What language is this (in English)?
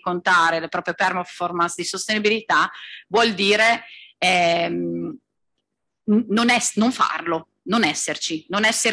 Italian